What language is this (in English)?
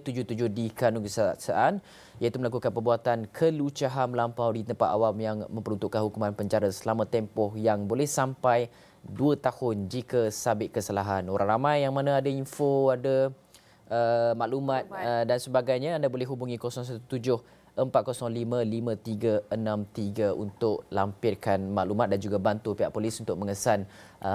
Malay